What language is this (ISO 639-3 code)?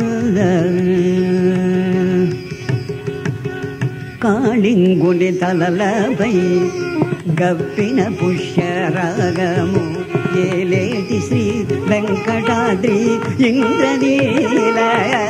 tel